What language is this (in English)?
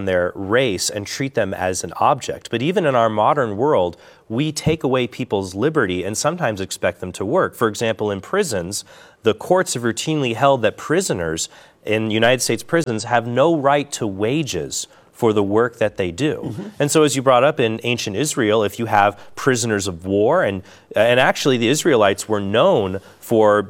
English